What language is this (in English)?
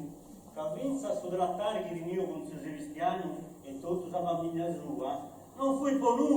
Sardinian